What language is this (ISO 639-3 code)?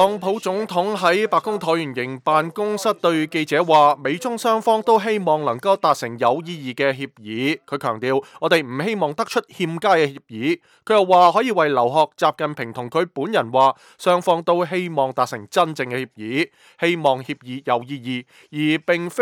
yue